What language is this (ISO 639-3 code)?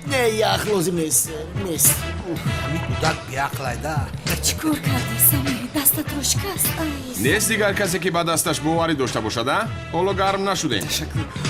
tgk